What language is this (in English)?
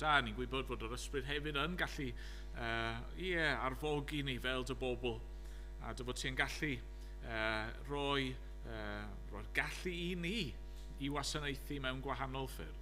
Welsh